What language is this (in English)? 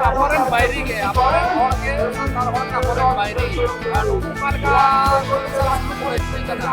Santali